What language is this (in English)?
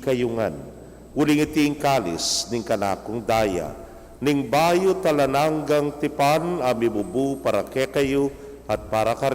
Pampanga